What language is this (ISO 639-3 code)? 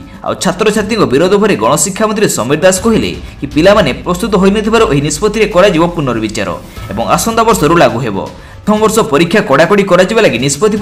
ori